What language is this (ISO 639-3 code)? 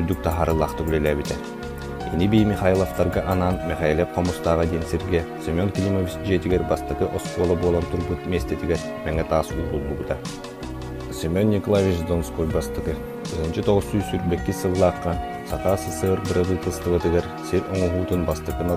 sah